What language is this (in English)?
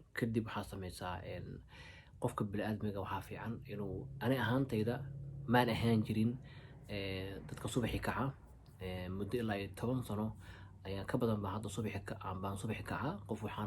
Somali